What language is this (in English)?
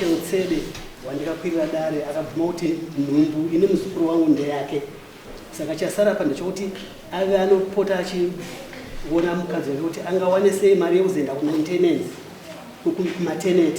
Shona